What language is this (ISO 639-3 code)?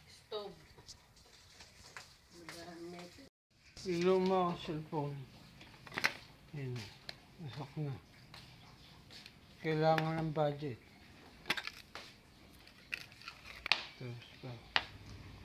fil